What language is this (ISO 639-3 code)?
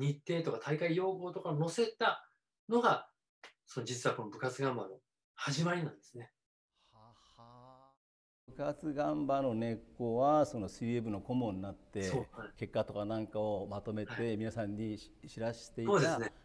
jpn